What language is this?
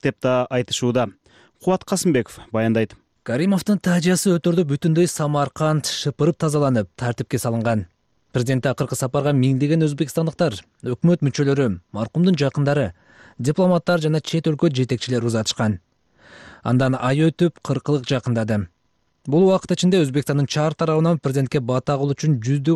Kyrgyz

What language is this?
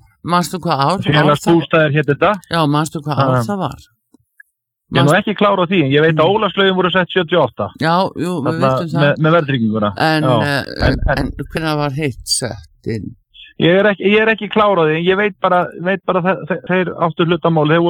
Icelandic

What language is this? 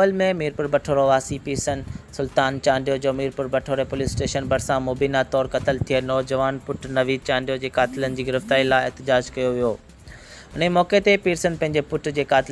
Sindhi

